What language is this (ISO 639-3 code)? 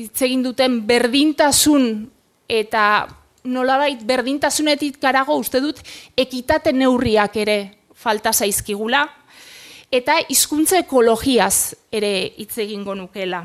eus